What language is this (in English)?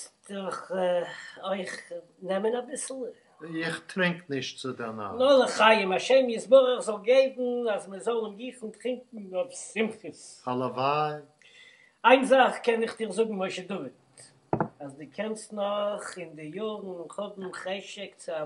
Yiddish